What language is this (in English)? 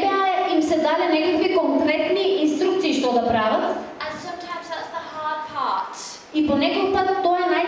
Macedonian